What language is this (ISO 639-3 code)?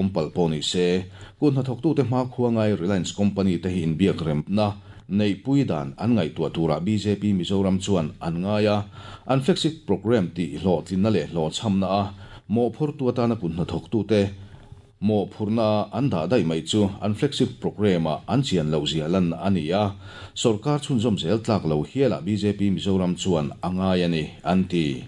lus